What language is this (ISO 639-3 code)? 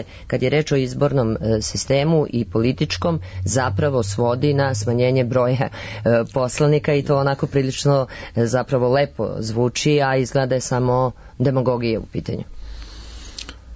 srp